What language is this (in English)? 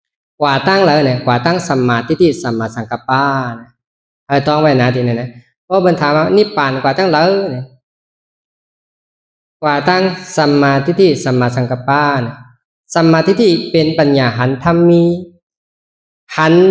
Shan